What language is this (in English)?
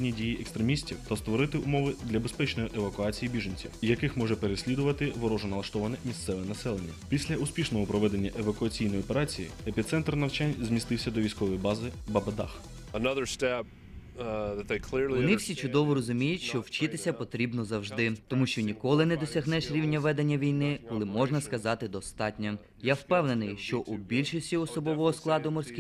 Ukrainian